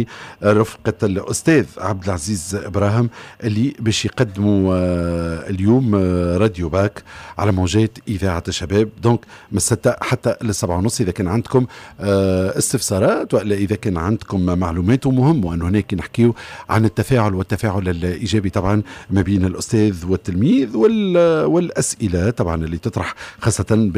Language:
Tunisian Arabic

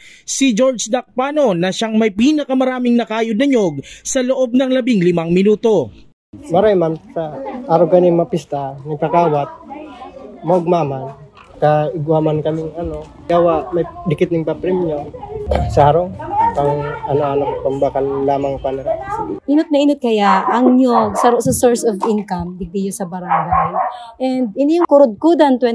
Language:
Bikol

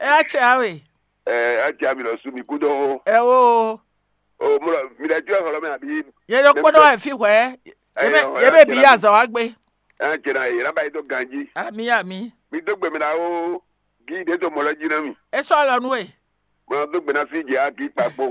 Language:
Fon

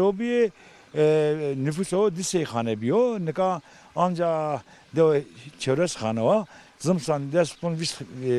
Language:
Zaza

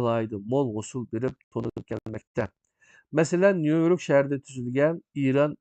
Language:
Uyghur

